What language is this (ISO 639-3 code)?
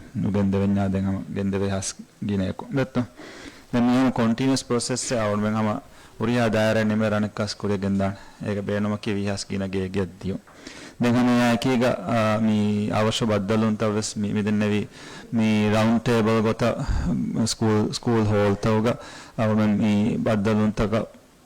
div